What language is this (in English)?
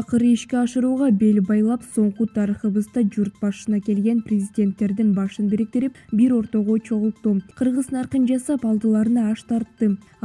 Kyrgyz